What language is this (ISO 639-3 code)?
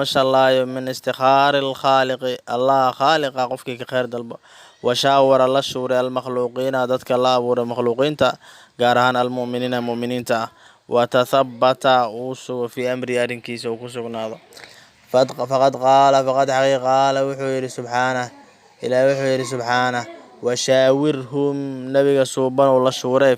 som